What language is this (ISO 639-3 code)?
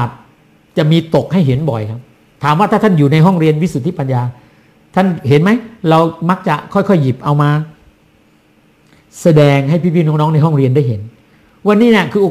tha